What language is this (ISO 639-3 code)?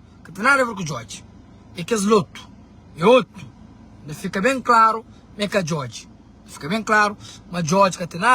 kea